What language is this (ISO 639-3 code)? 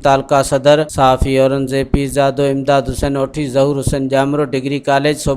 snd